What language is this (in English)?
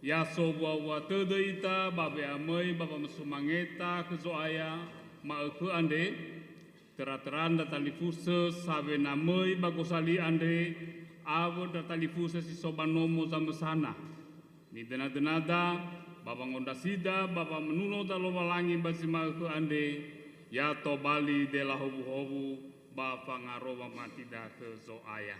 Nias